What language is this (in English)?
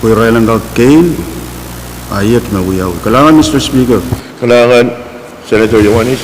Pohnpeian